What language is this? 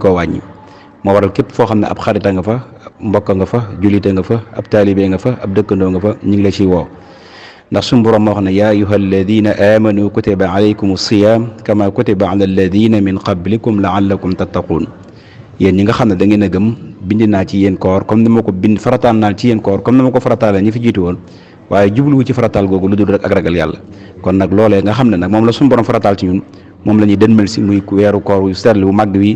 Wolof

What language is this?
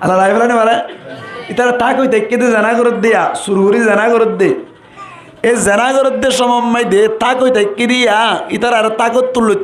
Rohingya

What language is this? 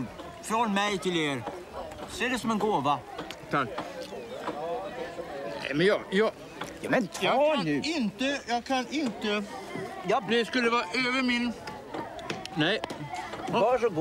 Swedish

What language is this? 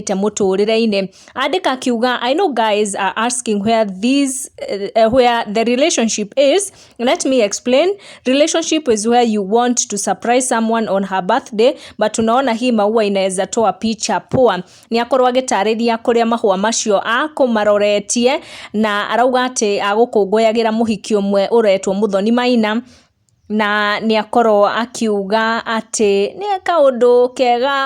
Kikuyu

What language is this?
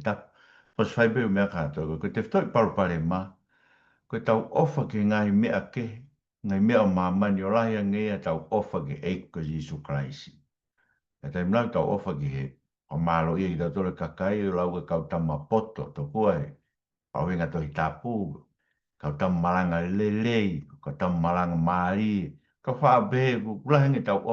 Tongan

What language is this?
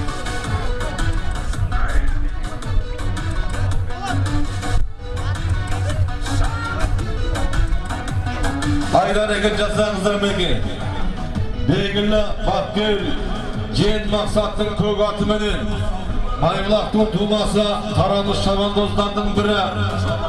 Kazakh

